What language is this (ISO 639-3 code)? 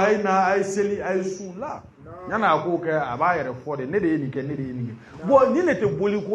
bam